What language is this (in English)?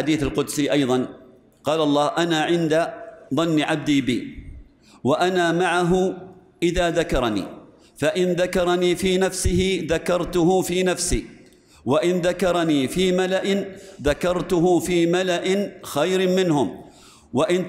Arabic